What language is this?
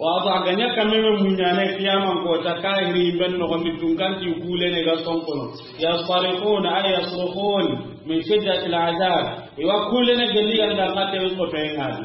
Soninke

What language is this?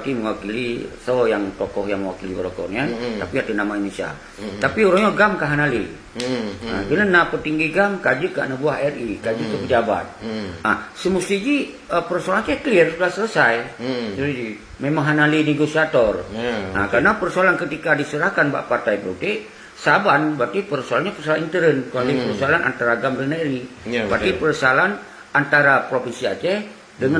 Achinese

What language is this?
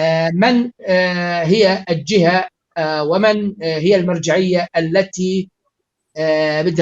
North Levantine Arabic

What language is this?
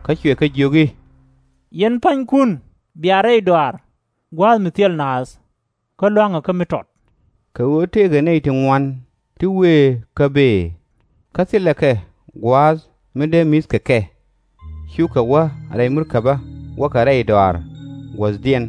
Nuer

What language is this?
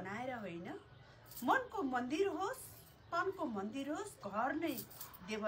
Nepali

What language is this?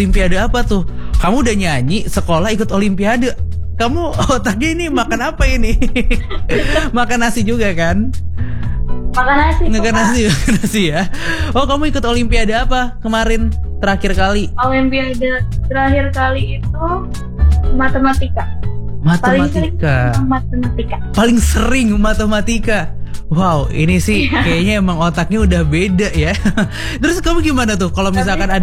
Indonesian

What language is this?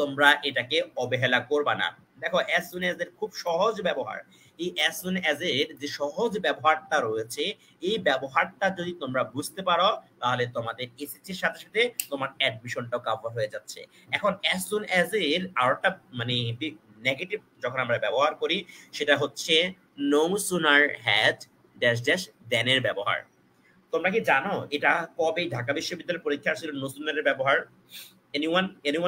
Bangla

